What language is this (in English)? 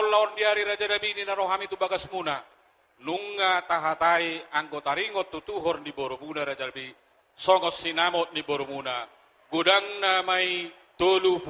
Batak Toba